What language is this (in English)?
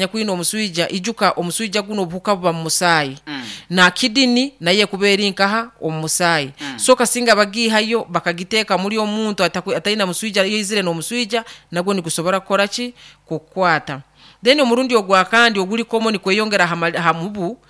Nyoro